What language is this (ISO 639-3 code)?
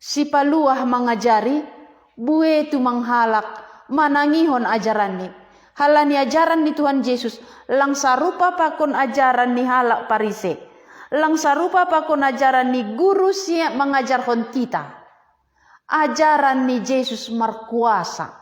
bts